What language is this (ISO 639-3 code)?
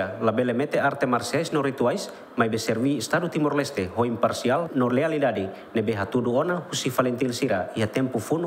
tet